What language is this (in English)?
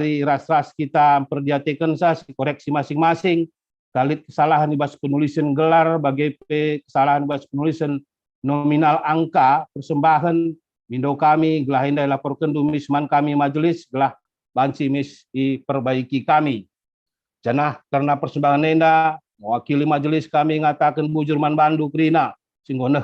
Batak Karo